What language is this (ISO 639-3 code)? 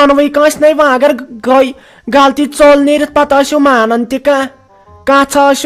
kas